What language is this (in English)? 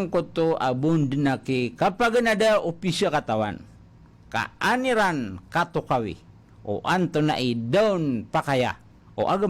Maranao